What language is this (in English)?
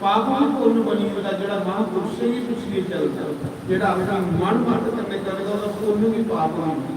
Dogri